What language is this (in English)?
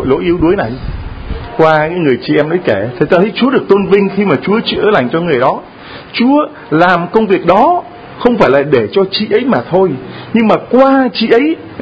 Vietnamese